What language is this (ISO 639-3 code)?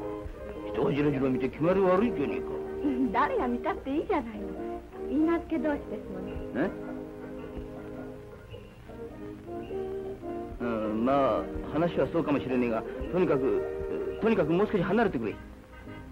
jpn